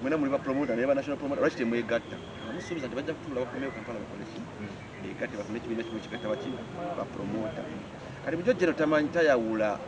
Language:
Ganda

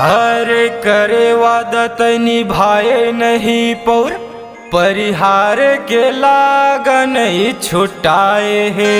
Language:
Chhattisgarhi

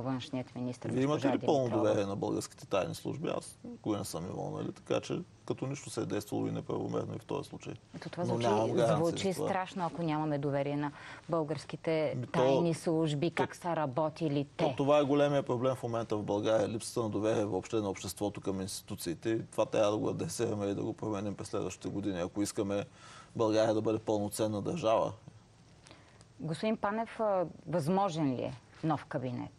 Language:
Bulgarian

